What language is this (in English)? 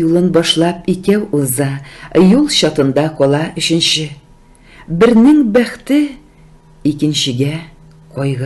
Tatar